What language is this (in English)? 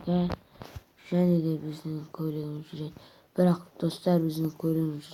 Kazakh